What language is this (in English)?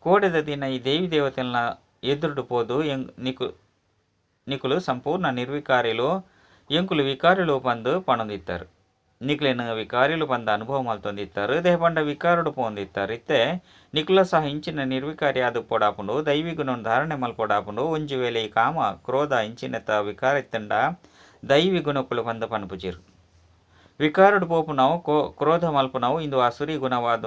Tulu